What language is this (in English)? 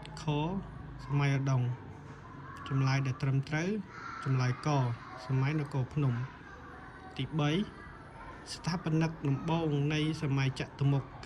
Khmer